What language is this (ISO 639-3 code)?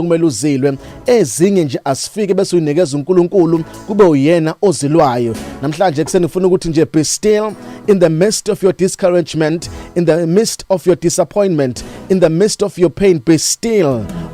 zul